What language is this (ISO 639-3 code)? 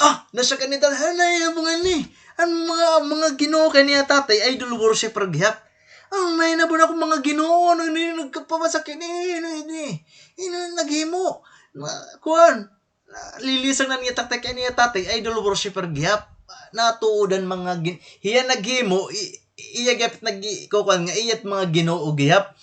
war